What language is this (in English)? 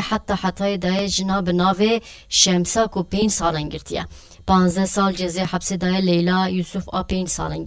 Kurdish